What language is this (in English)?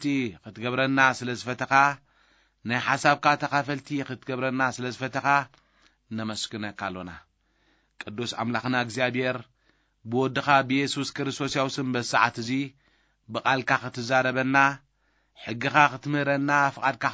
Tigrinya